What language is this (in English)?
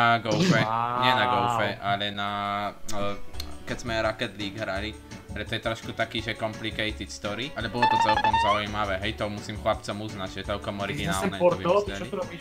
Slovak